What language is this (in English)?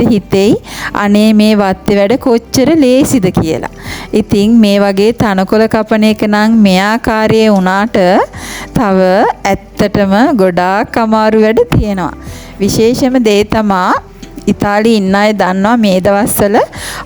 Sinhala